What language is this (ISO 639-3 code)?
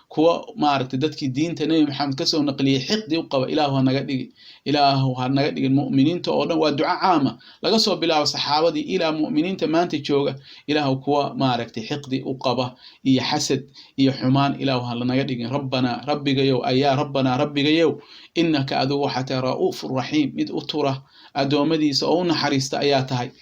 som